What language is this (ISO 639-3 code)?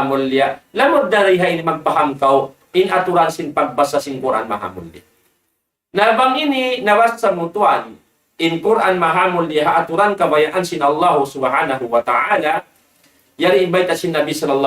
tsg